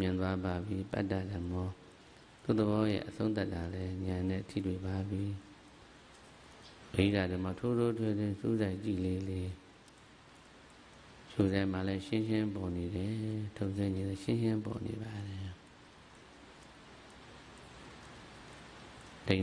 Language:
Burmese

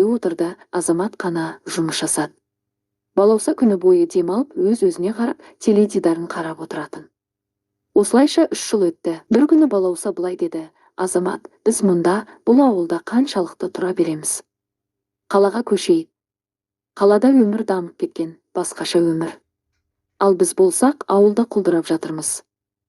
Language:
Kazakh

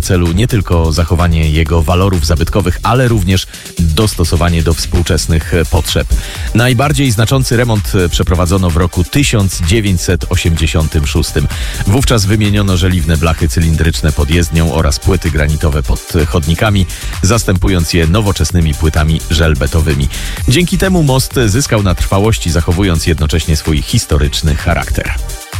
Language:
Polish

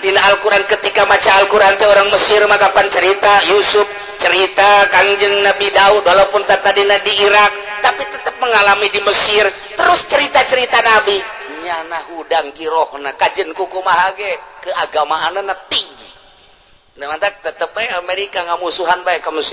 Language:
Sundanese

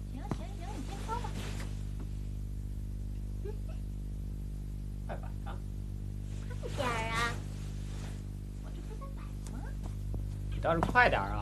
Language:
Chinese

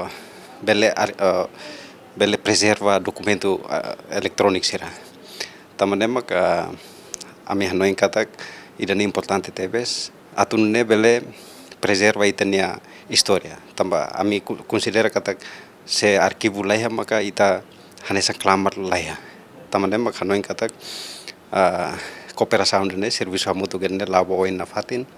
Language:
Tetum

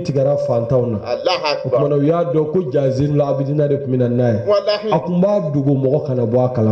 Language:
Bambara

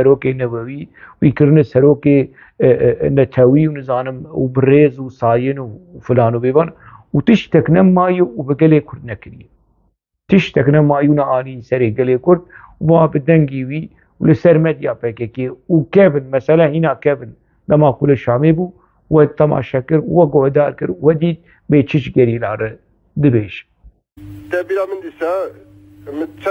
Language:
Kurdish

